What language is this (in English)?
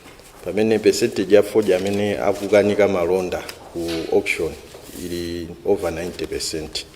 Nyanja